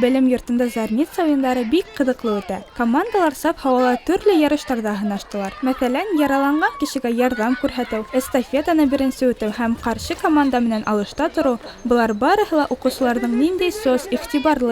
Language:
Bashkir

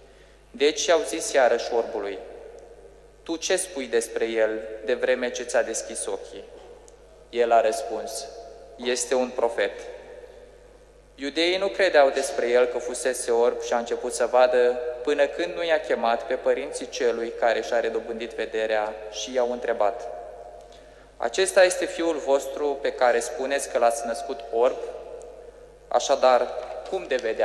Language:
Romanian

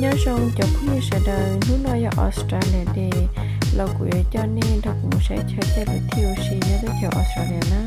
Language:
Hmong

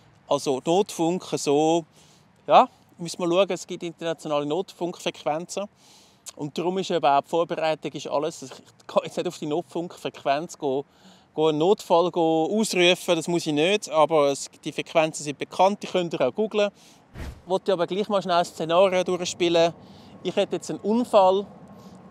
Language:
Swiss German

